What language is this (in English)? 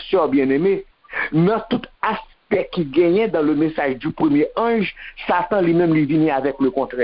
Haitian Creole